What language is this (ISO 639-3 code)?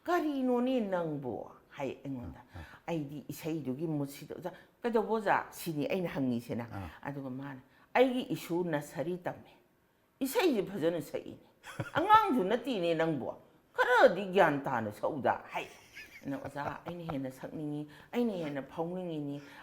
mni